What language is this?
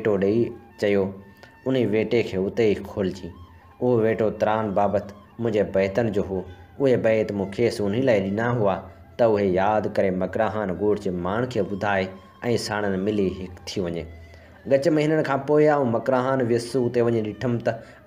Sindhi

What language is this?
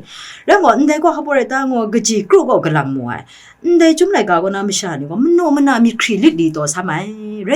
Kachin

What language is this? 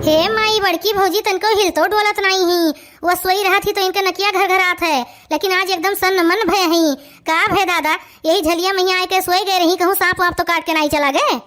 Awadhi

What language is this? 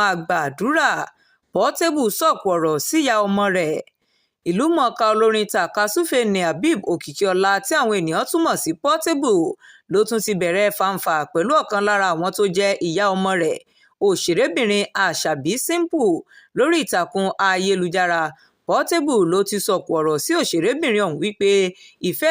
Yoruba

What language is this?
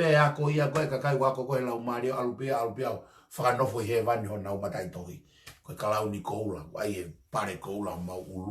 Tongan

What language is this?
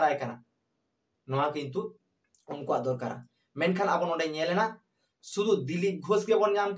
Santali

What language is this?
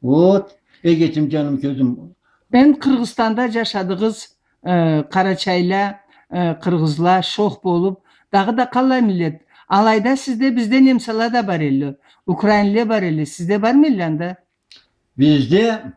Karachay-Balkar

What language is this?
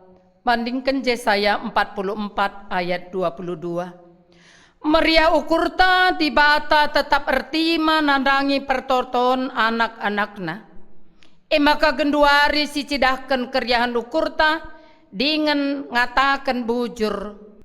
Batak Karo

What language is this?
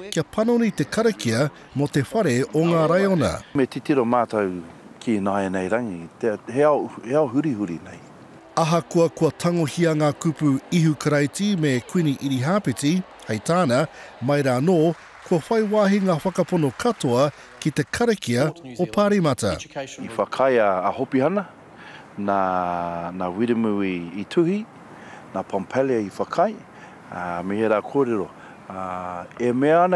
Māori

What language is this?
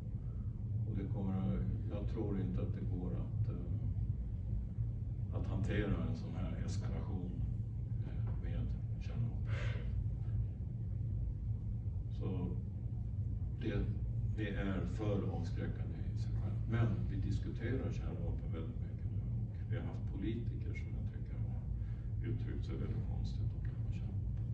Swedish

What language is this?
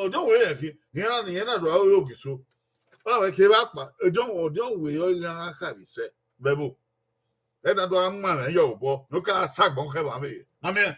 Bini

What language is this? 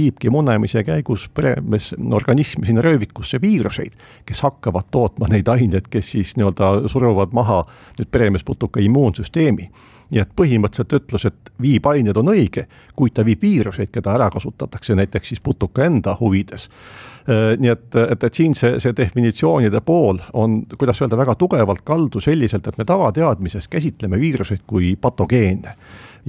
Estonian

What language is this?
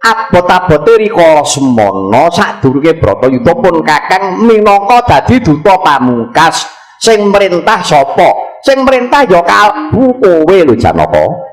Javanese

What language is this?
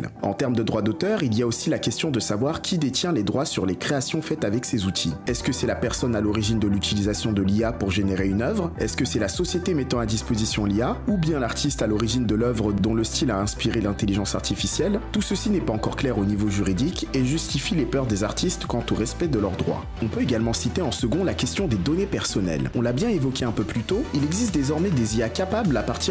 French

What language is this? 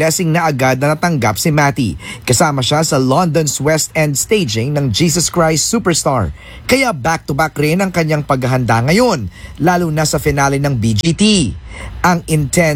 Filipino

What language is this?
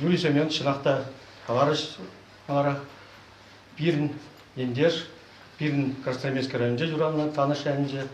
Chuvash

